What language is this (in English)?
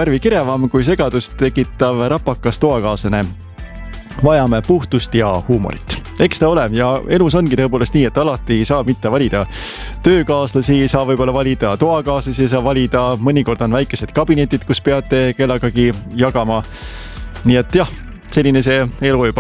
Estonian